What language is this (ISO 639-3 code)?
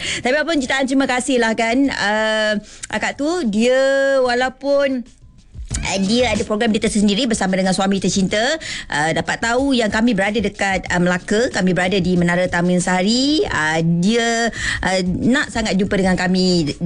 msa